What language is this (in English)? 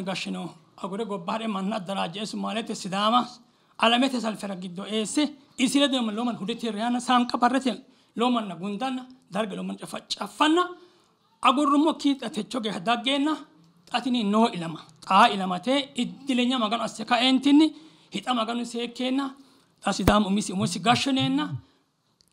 Sidamo